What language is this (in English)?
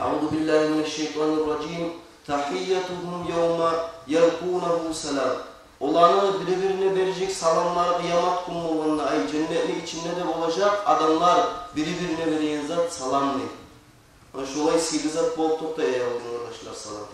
Kumyk